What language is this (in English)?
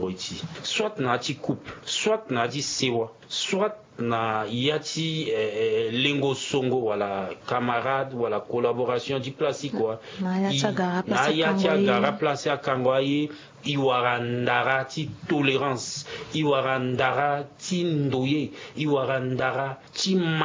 Sango